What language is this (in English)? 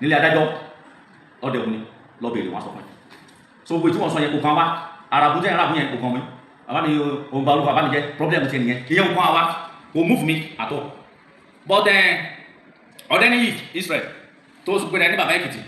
Yoruba